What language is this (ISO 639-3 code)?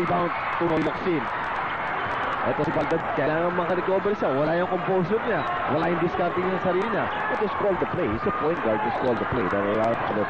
fil